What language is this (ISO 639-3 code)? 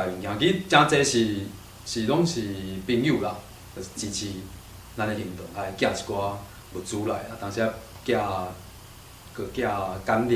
nan